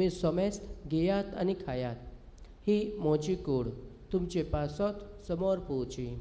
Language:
Konkani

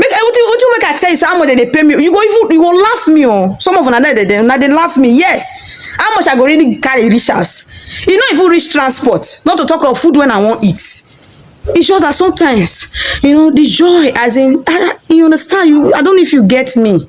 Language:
Nigerian Pidgin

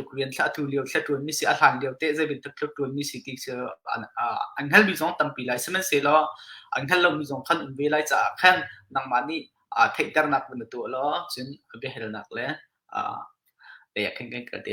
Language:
Hakha Chin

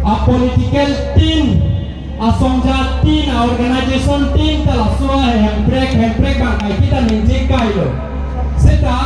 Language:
Karbi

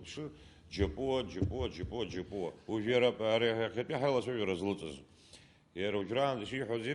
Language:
Abkhazian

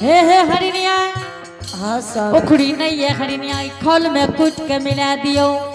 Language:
Angika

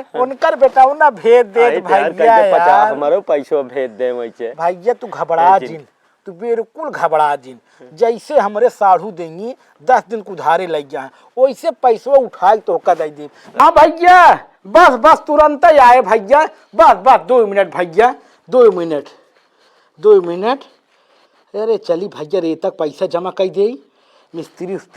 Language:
Awadhi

